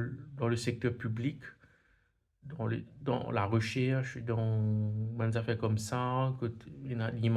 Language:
Morisyen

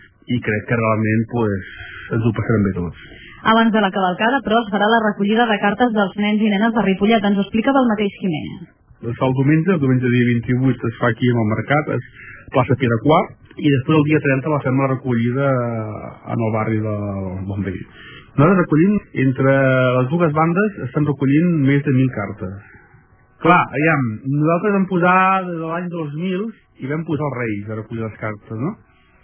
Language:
Catalan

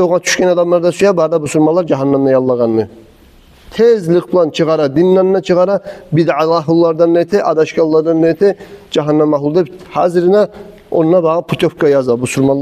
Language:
Kumyk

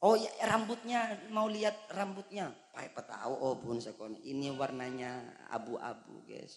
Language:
Madurese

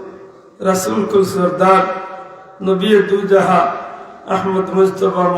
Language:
Sylheti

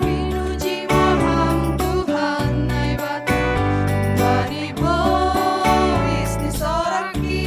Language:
Batak Simalungun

